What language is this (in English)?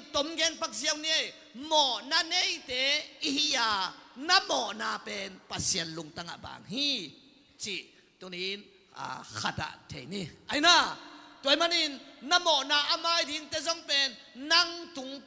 Tedim Chin